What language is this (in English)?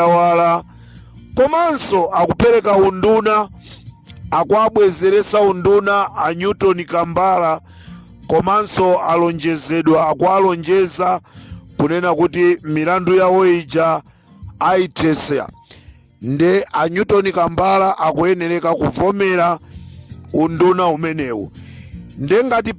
Nyanja